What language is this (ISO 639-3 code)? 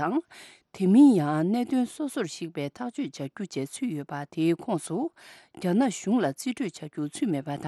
bod